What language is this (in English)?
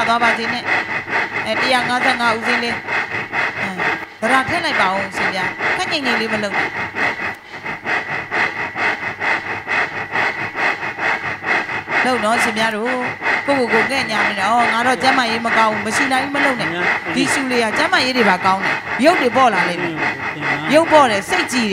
Burmese